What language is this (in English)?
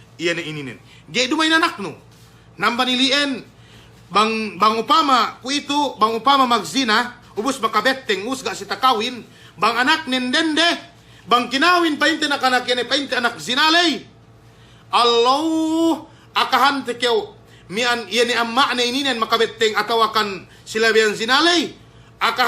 Yakan